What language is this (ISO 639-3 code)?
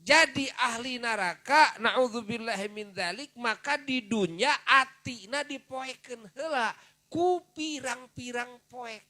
sun